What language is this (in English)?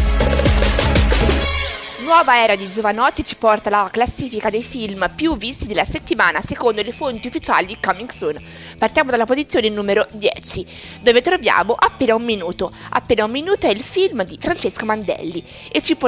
Italian